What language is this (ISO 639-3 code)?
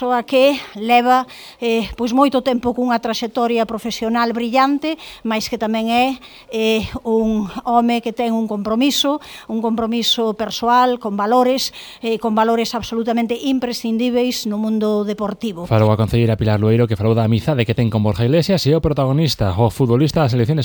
glg